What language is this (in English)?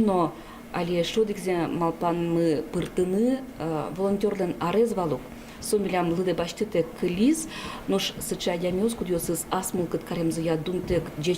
Udmurt